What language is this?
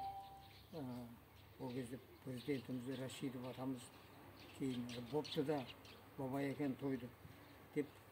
Kazakh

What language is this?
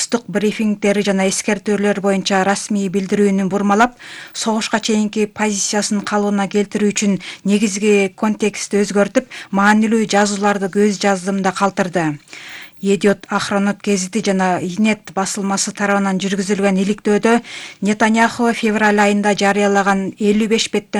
Kyrgyz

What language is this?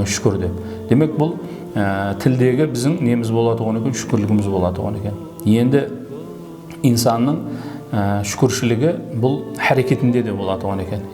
Kara-Kalpak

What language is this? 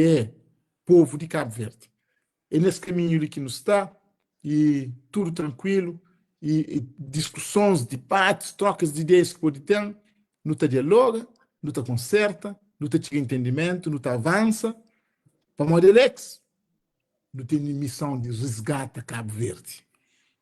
Kabuverdianu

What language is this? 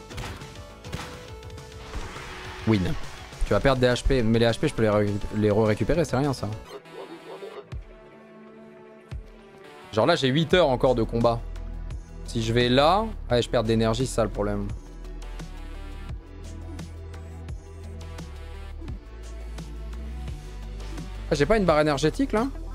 French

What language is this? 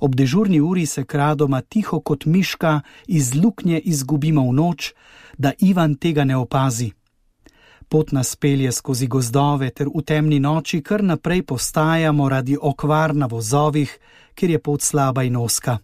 Slovenian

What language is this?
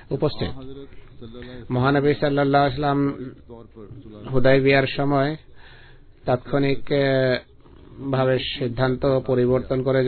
Bangla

